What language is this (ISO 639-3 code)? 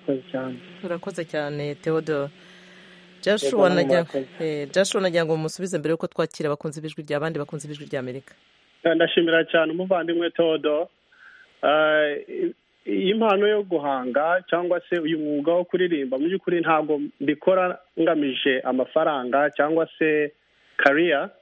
kin